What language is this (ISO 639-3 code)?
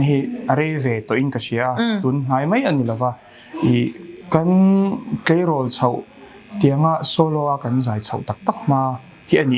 lus